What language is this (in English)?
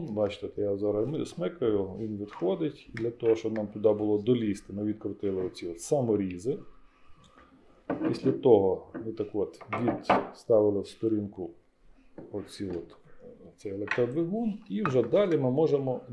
Ukrainian